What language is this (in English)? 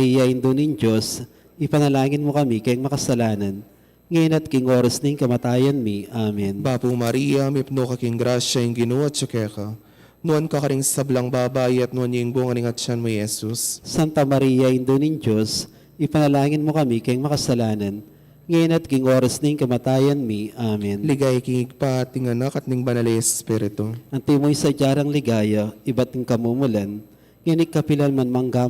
Pampanga